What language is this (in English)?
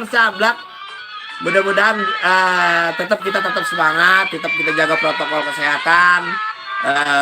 Betawi